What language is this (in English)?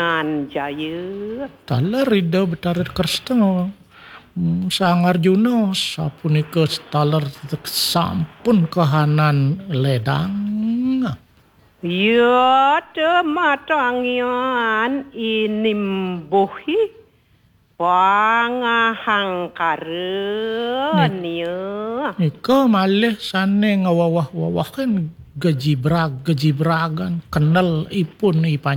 Balinese